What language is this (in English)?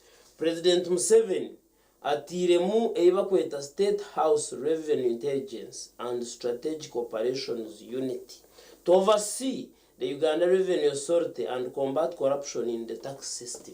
Nyankole